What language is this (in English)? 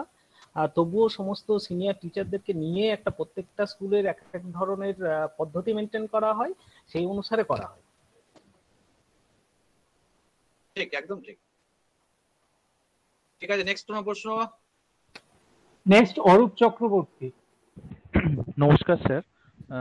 Bangla